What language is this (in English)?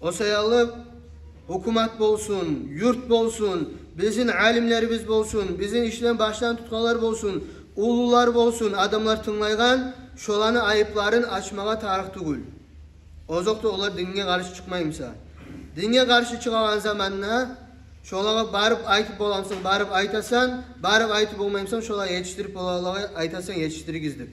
Kumyk